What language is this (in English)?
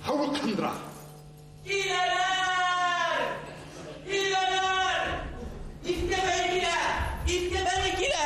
Bashkir